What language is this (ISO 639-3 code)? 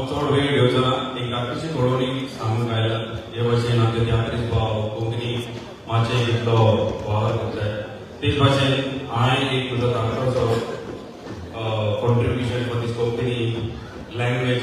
kok